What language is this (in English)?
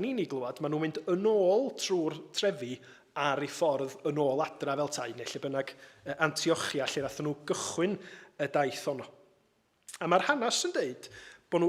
Welsh